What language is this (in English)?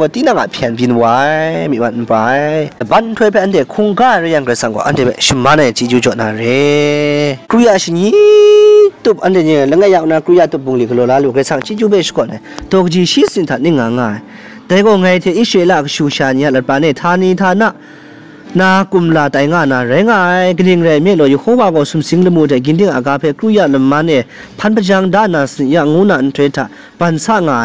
Kachin